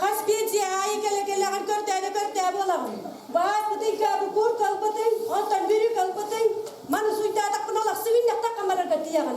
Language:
Yakut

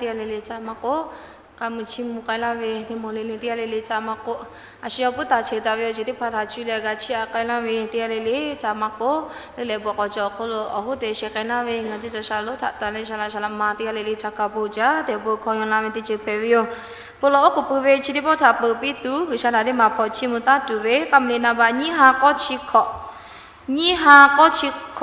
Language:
Lahu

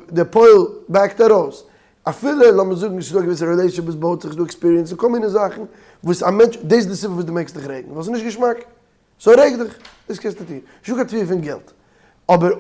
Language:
Yiddish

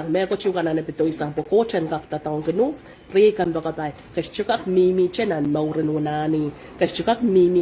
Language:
Pohnpeian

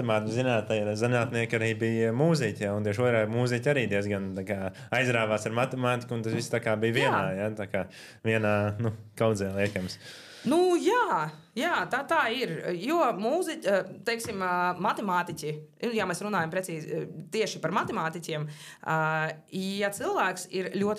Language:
Latvian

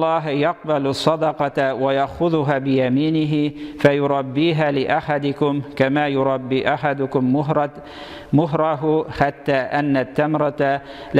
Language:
Tatar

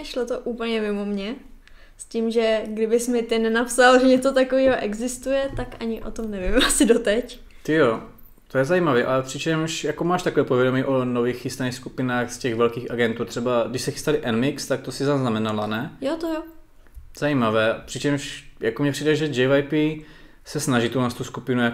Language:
Czech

